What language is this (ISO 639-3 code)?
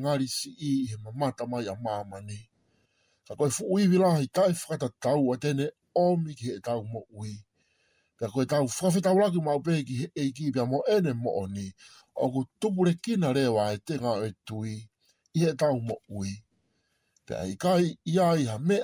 ton